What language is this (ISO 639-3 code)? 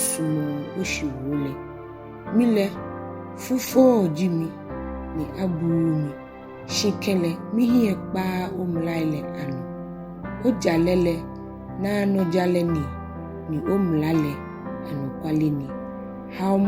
gaa